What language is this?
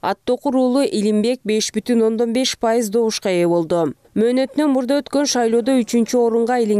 Kyrgyz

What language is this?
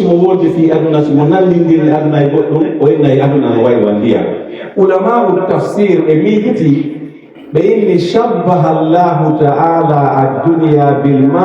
Pular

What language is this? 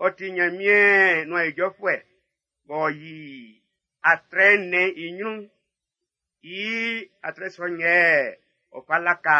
Baoulé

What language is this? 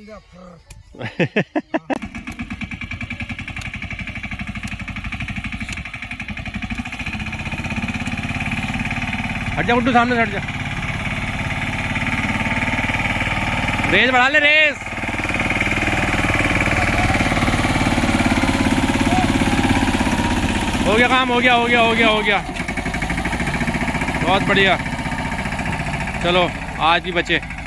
Hindi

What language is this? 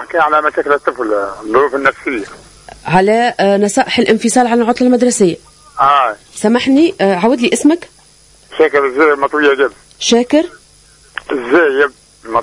Tunisian Arabic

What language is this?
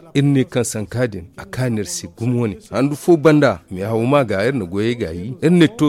Zarma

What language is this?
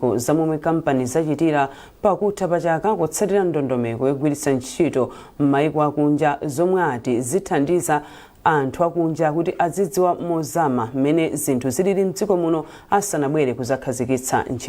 Nyanja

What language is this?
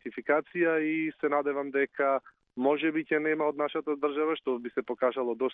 Macedonian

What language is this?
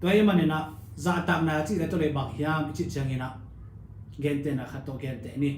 Tedim Chin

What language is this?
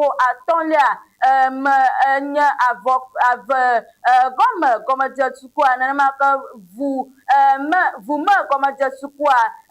Ewe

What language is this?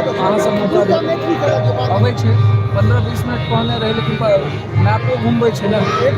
Maithili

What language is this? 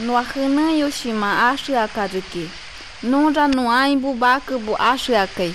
Shipibo-Conibo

